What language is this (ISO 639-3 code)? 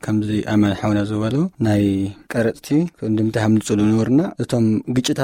tir